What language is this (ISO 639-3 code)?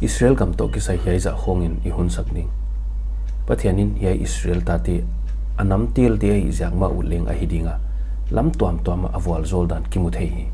pck